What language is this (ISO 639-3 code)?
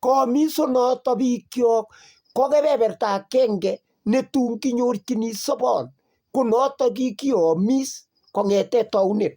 kln